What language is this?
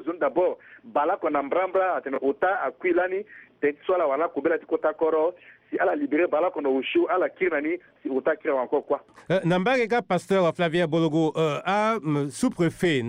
Sango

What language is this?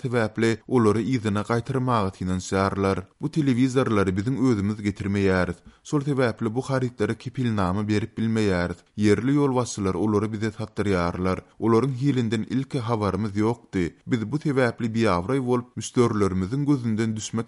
Turkmen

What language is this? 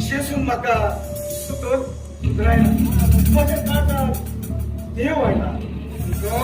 Konkani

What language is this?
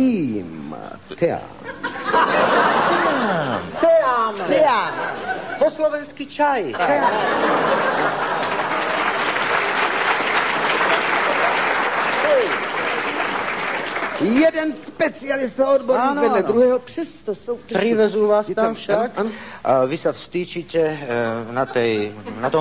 Slovak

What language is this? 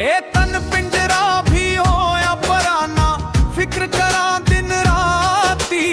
Dogri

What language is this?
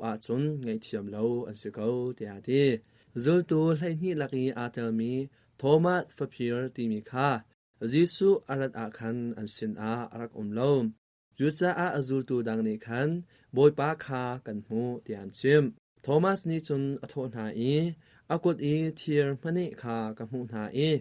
Hakha Chin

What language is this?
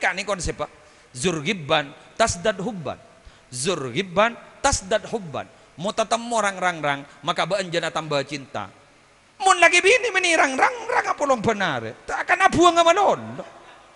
Madurese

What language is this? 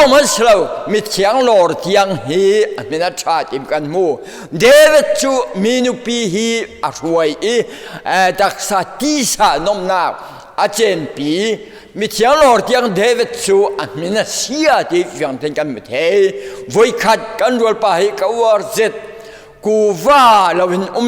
Falam Chin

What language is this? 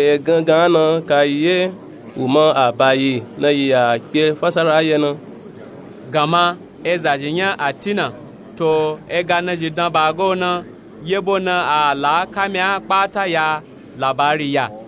Nupe-Nupe-Tako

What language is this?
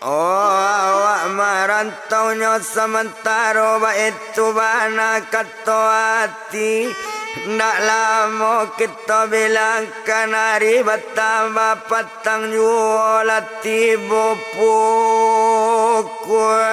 Minangkabau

